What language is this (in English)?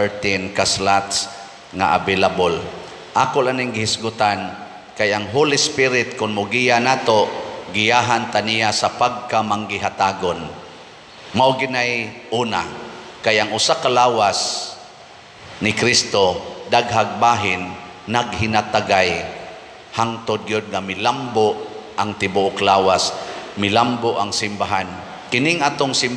Cebuano